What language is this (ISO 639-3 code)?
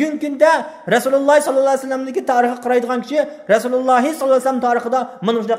uig